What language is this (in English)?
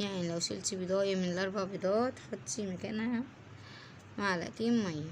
Egyptian Arabic